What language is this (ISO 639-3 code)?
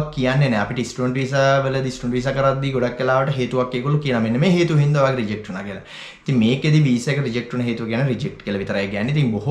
sin